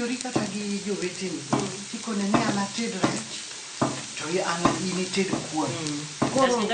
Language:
Luo (Kenya and Tanzania)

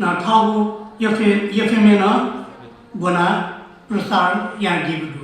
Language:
Newari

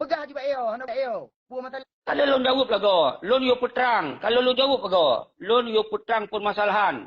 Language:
Achinese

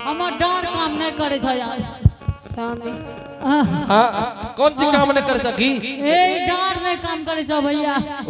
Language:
Angika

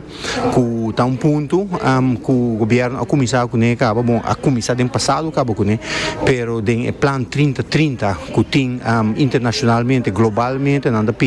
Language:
Papiamento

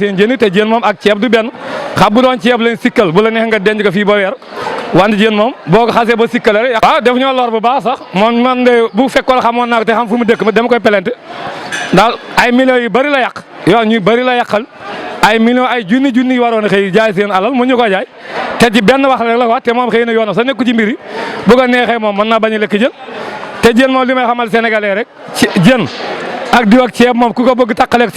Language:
Wolof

